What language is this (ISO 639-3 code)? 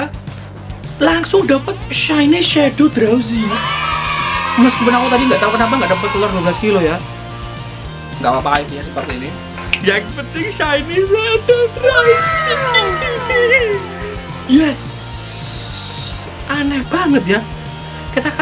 ind